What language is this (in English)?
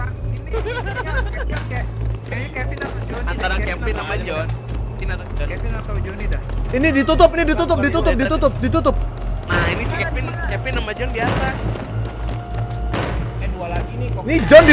Indonesian